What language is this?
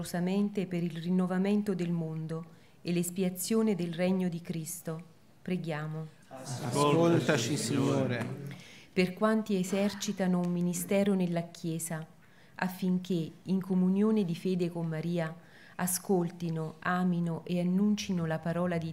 Italian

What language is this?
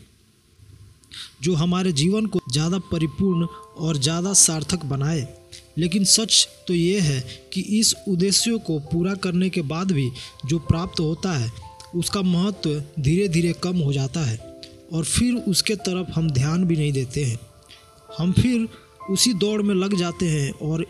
Hindi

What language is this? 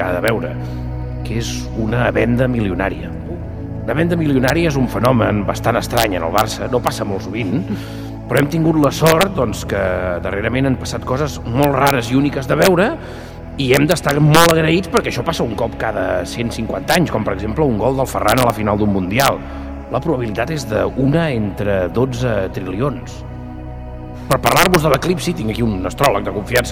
Catalan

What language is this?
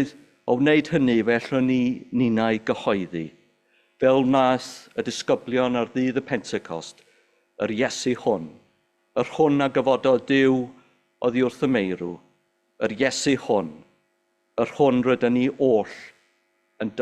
Welsh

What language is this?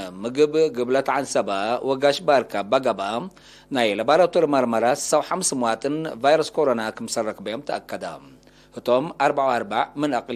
Tigre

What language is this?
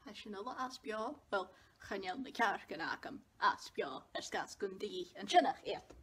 Scottish Gaelic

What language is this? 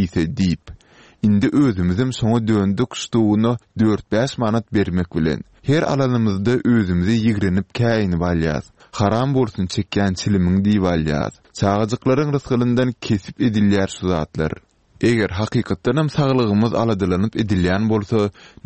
Turkmen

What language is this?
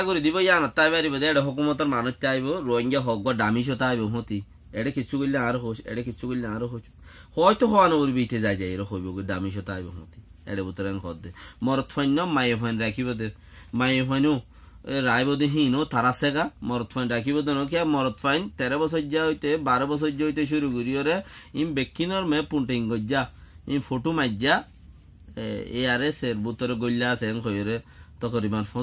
Rohingya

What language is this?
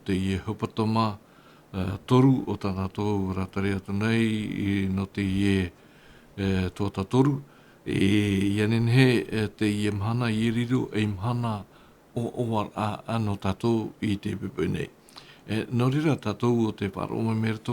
Tahitian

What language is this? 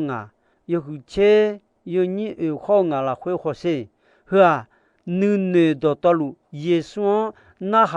Akha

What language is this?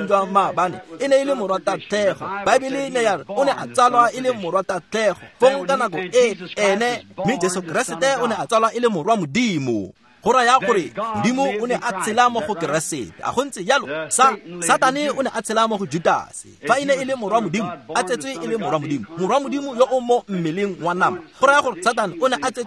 Tswana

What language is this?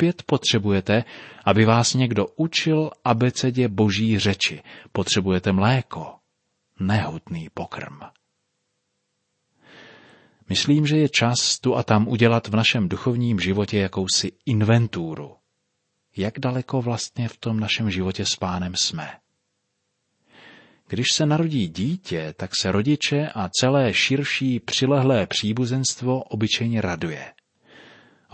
Czech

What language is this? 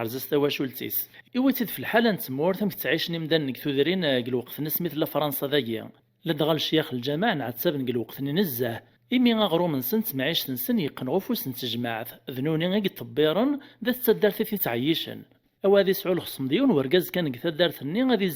Kabyle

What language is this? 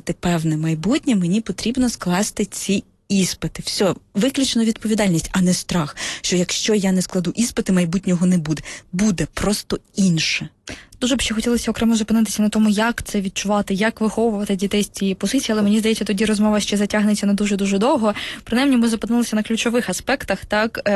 Ukrainian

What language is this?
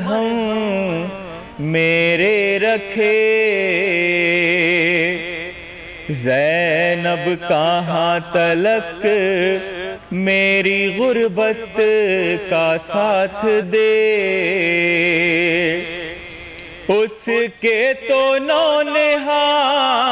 Urdu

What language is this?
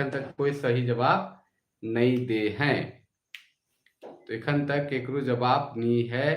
Sadri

